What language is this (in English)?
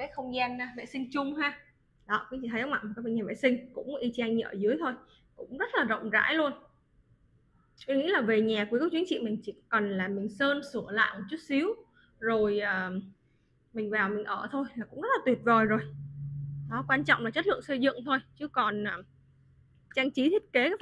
Vietnamese